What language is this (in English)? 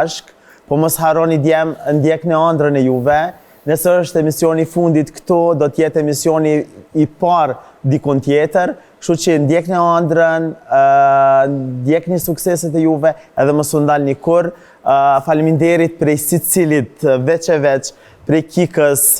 Albanian